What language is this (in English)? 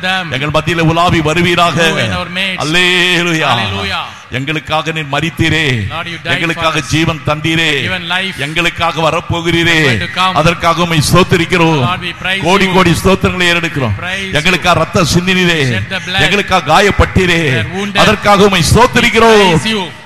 Tamil